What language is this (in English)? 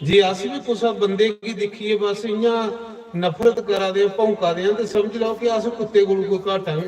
Dogri